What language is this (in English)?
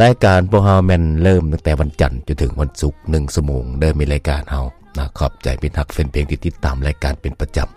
Lao